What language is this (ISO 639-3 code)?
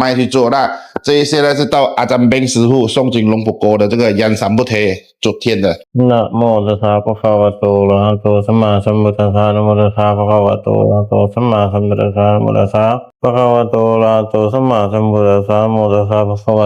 pli